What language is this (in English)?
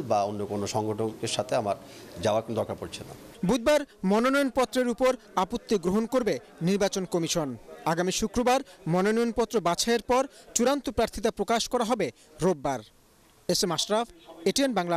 Bangla